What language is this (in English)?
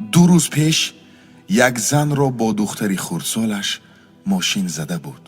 Tajik